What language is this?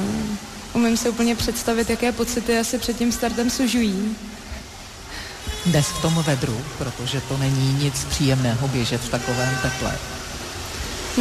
Czech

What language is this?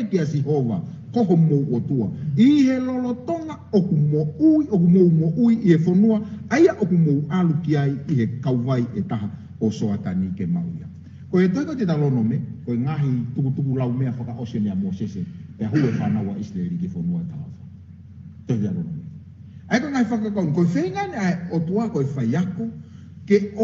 Tongan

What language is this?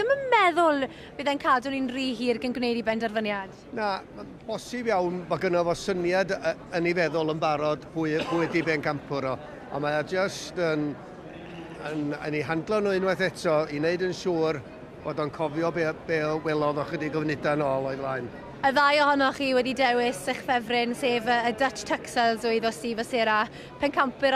Welsh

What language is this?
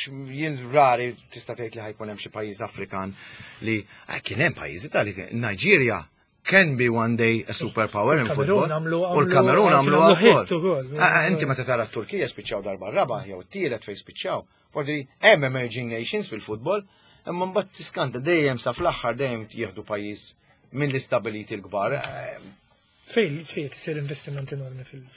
Maltese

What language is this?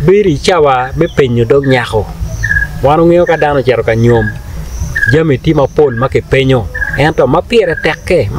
Acoli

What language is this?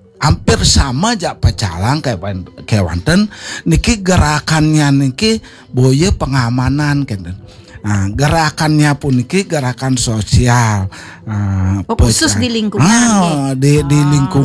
Balinese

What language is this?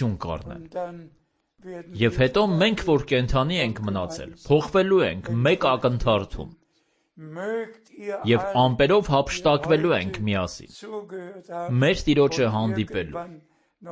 Armenian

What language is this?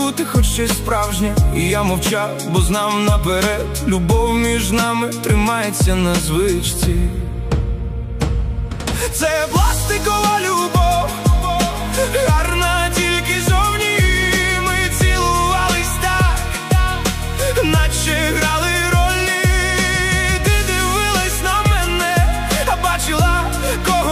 Ukrainian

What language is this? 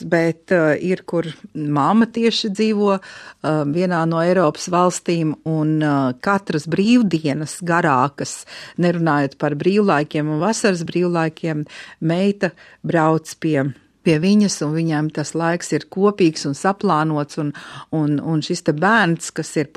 Latvian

